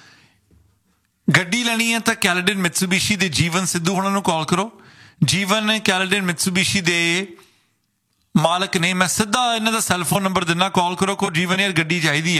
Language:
Punjabi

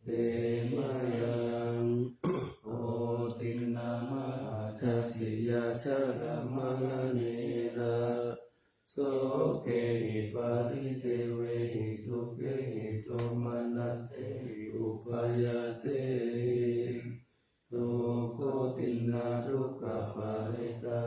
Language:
Pali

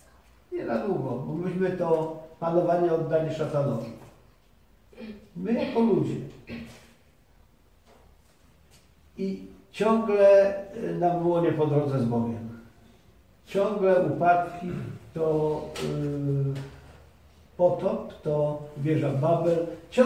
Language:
Polish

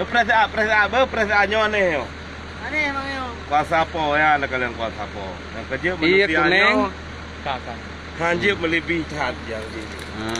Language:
Achinese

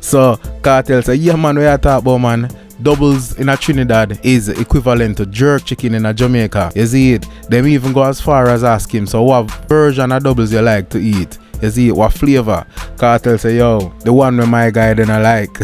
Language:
Jamaican Creole English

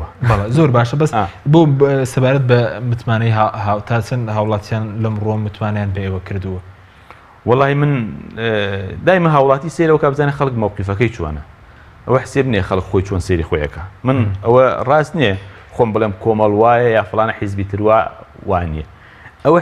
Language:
Central Kurdish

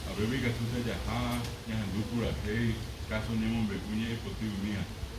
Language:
Guarani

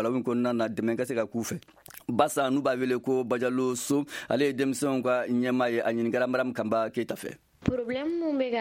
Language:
Bambara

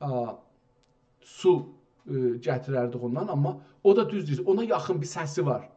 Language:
South Azerbaijani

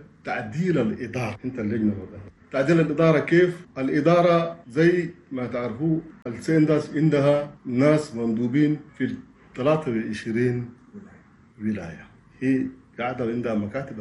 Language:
Chadian Arabic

